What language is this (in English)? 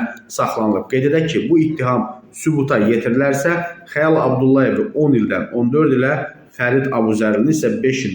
Azerbaijani